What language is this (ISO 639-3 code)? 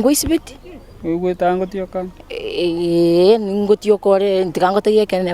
guz